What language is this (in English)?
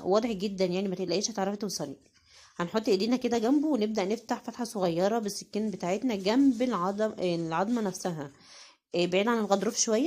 Egyptian Arabic